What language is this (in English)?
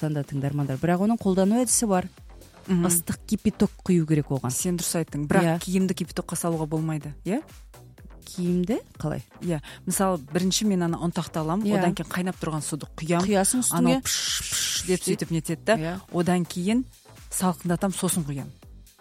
Kazakh